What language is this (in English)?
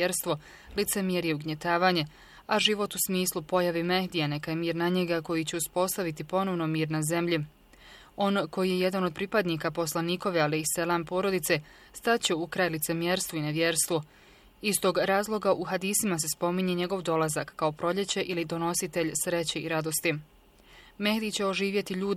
Bosnian